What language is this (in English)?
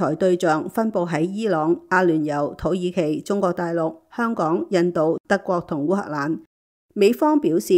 Cantonese